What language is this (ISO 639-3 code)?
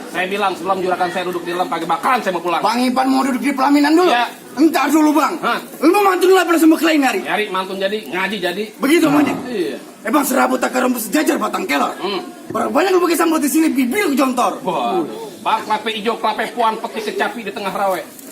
bew